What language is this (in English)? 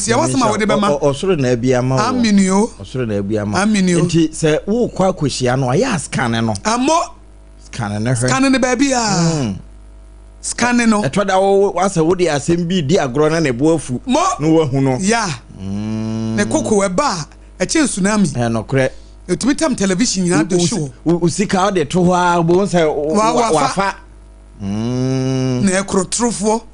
Akan